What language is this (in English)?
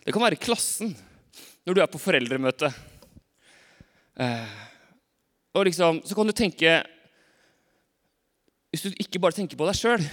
Norwegian